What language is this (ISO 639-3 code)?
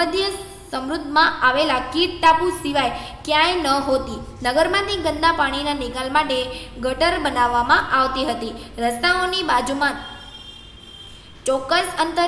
guj